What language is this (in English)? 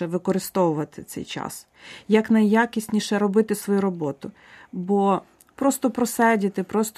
Ukrainian